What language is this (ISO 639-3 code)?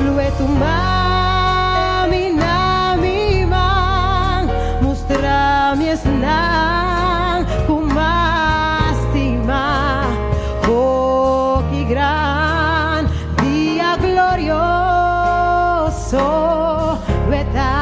pap